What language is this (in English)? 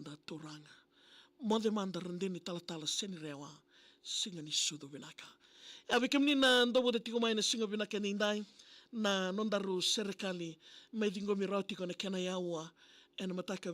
Fijian